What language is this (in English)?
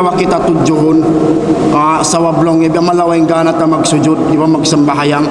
Tausug